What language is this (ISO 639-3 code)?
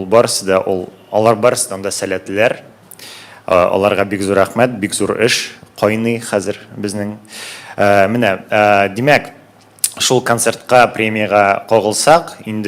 tat